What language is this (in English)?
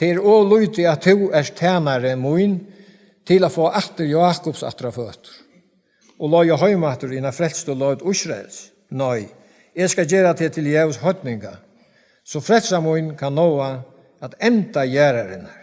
Faroese